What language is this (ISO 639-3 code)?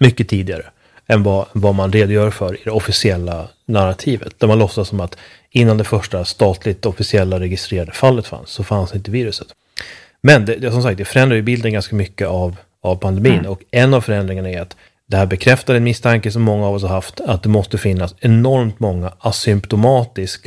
swe